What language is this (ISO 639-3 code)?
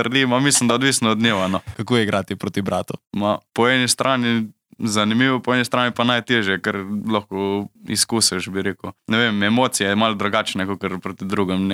slv